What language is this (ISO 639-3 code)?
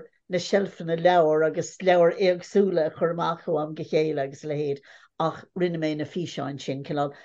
gle